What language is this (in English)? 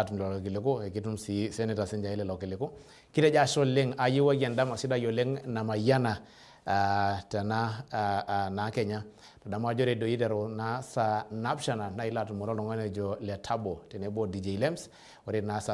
Masai